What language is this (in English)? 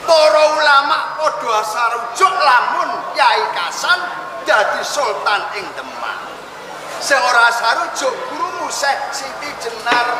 Javanese